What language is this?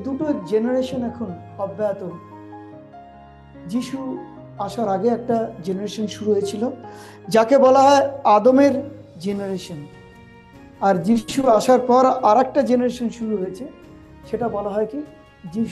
Bangla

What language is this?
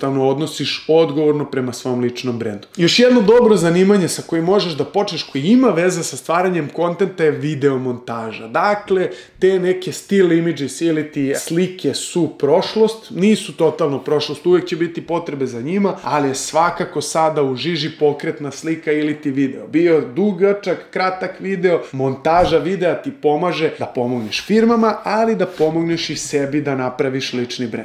Serbian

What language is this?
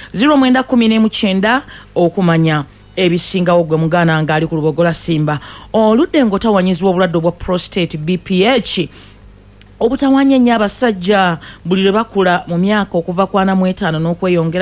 Ganda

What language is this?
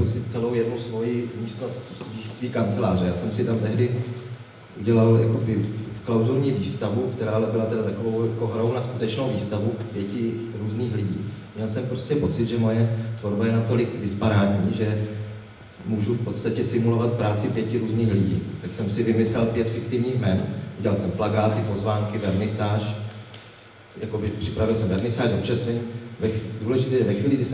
Czech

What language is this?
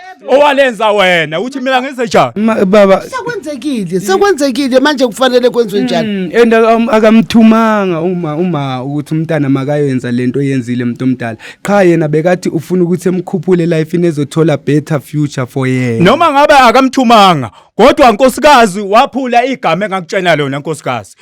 Zulu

